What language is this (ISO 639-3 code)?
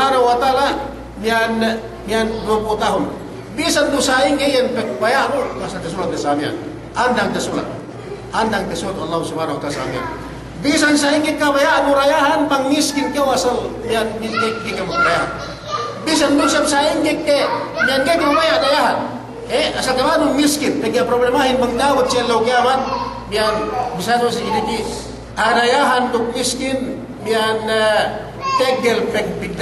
yka